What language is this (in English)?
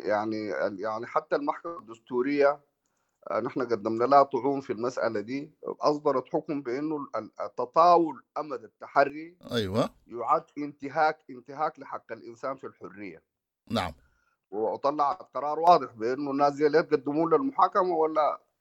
Sudanese Arabic